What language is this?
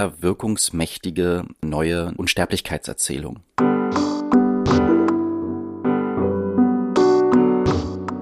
German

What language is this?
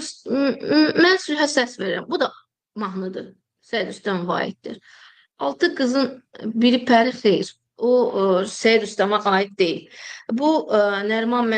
Azerbaijani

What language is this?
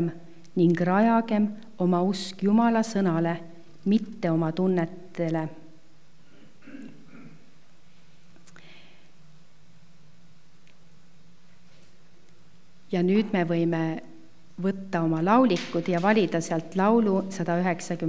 Estonian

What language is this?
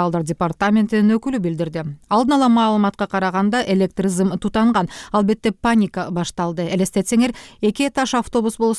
Kyrgyz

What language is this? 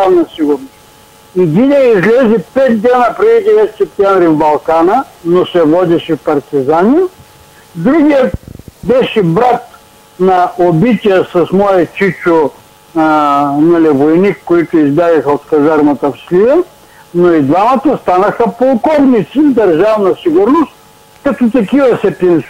Bulgarian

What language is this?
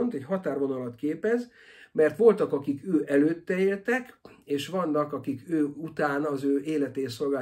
Hungarian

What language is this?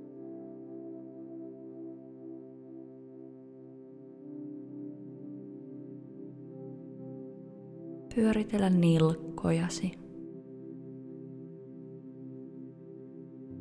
Finnish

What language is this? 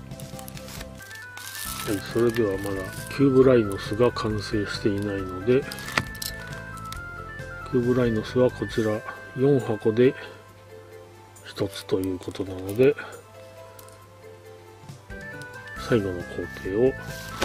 Japanese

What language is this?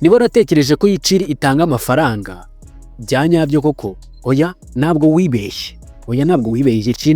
Kinyarwanda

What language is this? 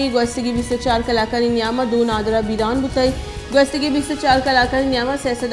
Baluchi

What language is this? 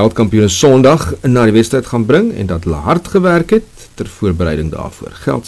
Afrikaans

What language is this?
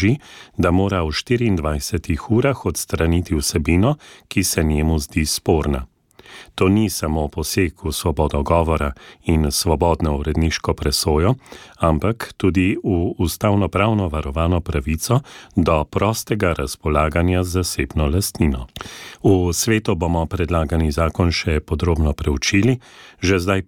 Slovenian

